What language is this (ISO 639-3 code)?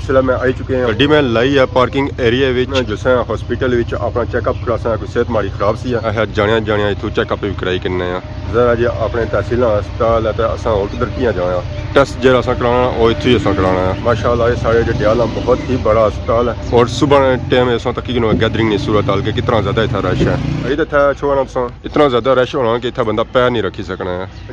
phr